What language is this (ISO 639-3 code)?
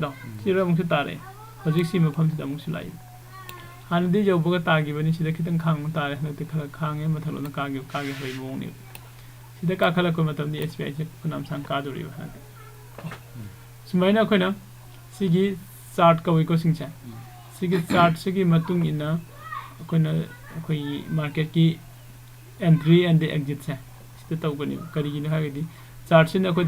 mni